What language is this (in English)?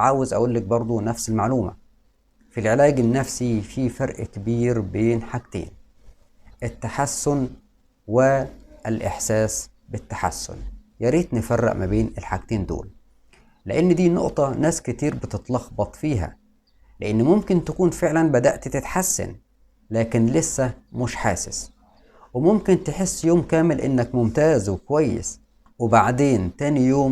Egyptian Arabic